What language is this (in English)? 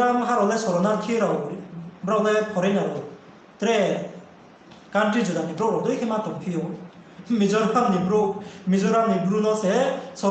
Riang (India)